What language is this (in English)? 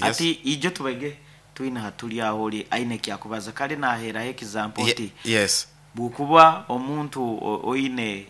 Nyankole